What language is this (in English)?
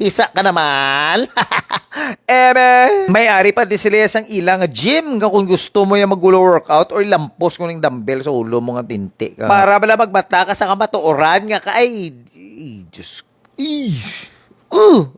Hiligaynon